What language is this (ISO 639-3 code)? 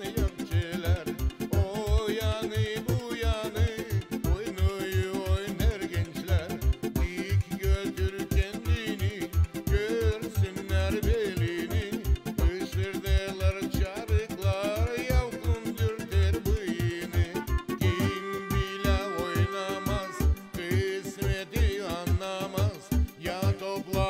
gag